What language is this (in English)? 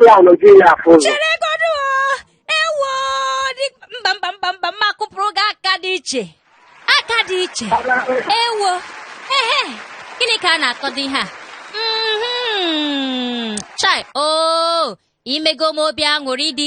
Igbo